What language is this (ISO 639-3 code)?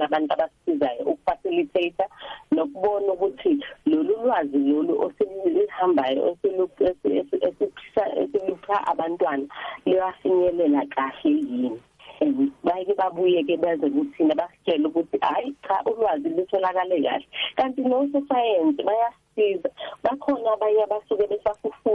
nbl